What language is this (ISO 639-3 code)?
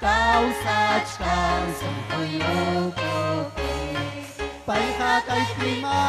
quy